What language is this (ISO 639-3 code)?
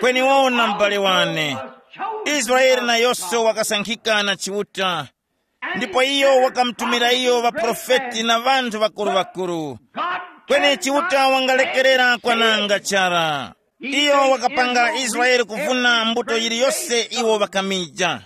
tum